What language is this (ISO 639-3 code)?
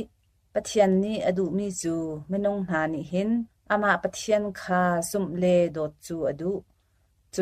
cnh